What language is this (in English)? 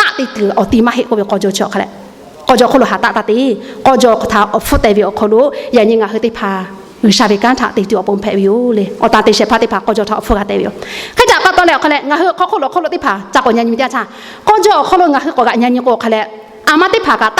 Lahu